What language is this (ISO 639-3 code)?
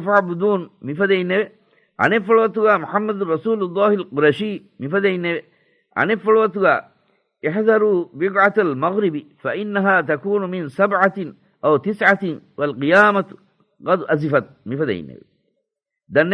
div